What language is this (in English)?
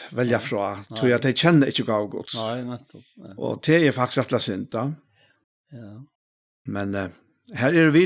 Faroese